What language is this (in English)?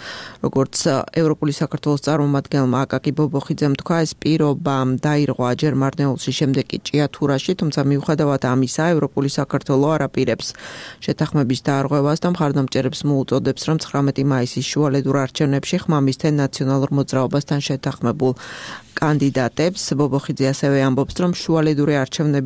Georgian